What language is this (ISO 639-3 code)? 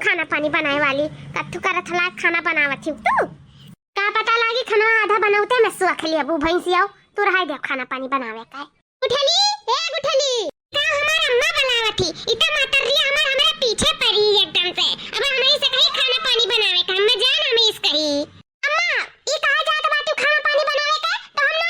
awa